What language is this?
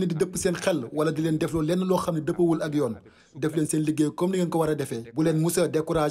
Wolof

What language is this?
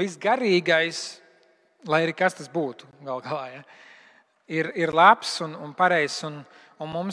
Latvian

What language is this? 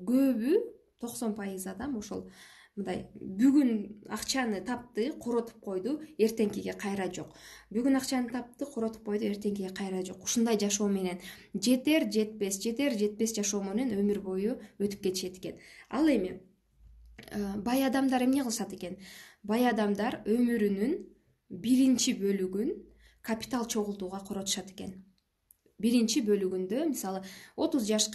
Kyrgyz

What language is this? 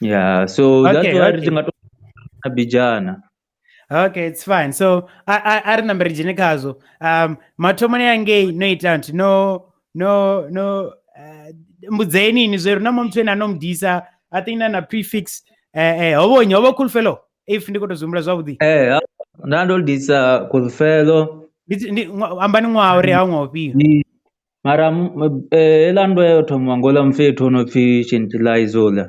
Venda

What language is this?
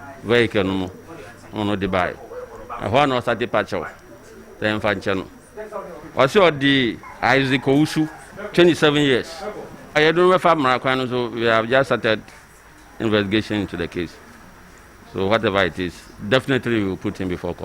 Akan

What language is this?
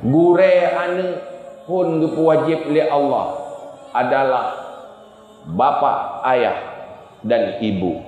Achinese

